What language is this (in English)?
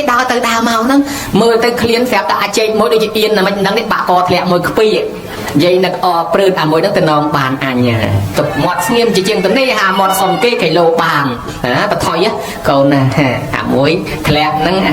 Khmer